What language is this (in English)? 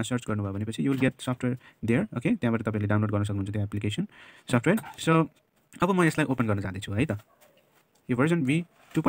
Nepali